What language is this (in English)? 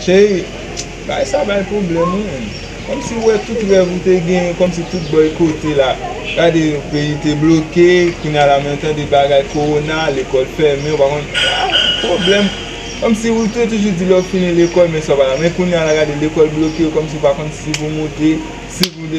Haitian Creole